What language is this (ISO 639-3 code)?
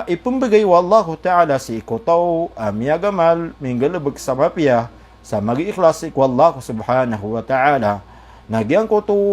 mrw